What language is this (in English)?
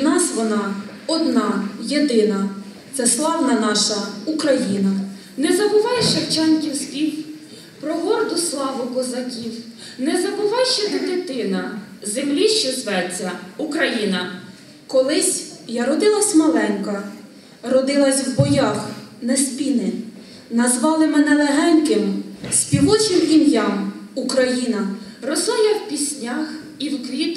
Ukrainian